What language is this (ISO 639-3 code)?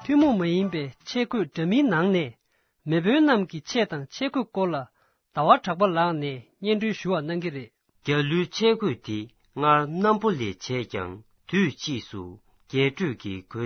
bod